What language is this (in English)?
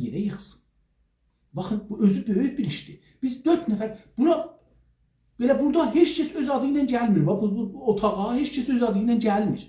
South Azerbaijani